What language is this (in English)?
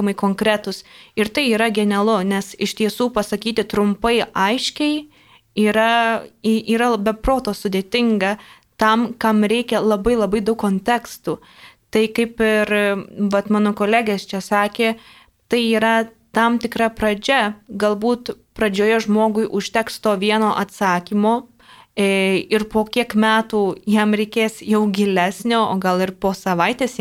Lithuanian